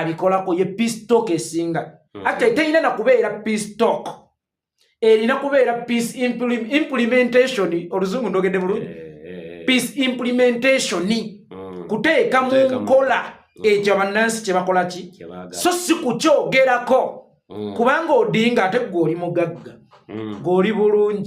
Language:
Ganda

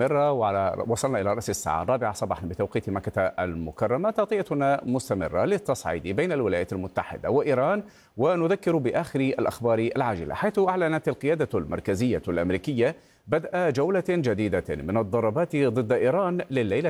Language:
Arabic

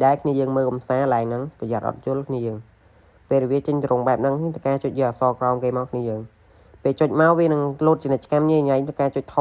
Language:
Khmer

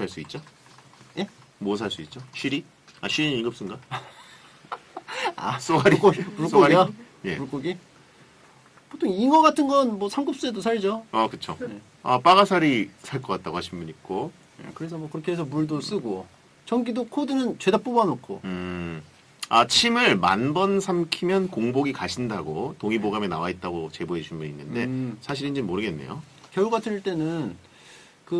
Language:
Korean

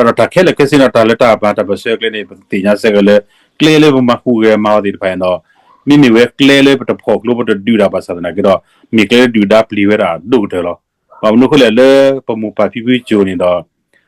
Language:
S'gaw Karen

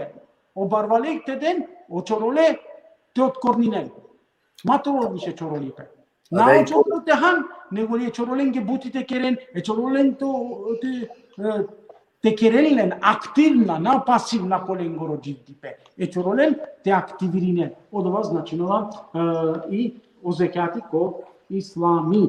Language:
Balkan Romani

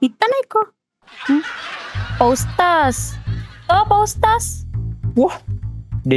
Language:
Buginese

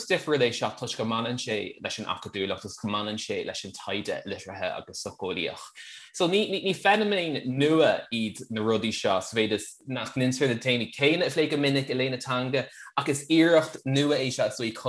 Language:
Irish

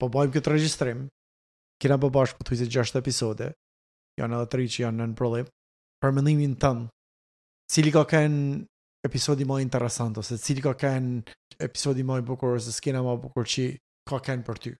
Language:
Albanian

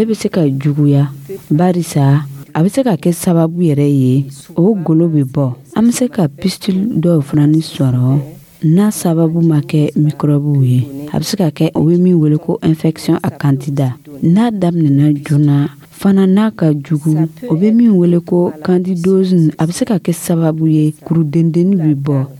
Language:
Dyula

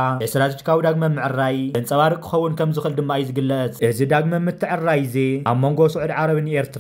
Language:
Tigrinya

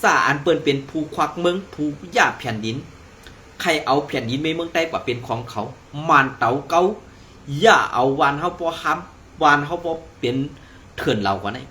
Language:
Shan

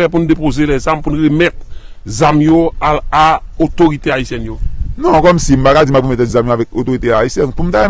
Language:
Haitian Creole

